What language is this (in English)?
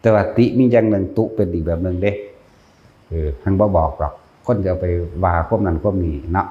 Northeastern Thai